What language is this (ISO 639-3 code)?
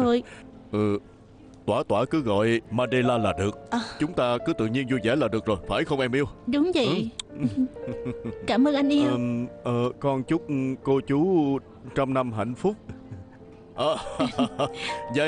vie